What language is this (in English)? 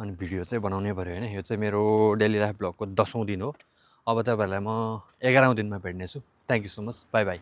Nepali